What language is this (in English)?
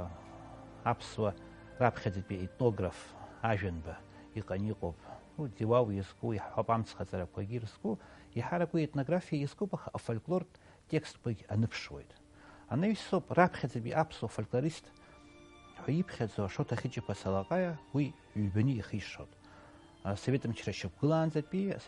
Abkhazian